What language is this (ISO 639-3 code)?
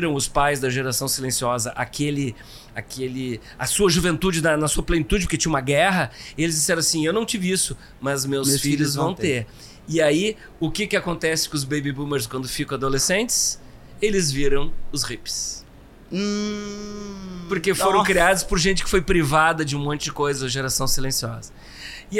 por